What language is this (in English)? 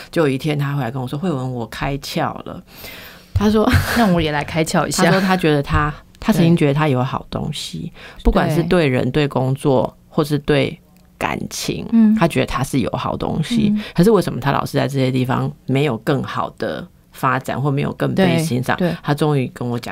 Chinese